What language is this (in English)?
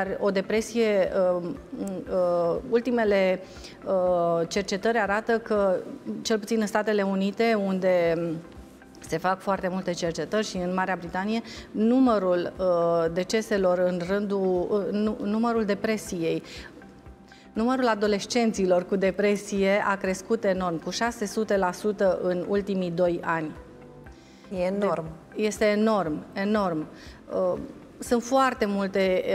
Romanian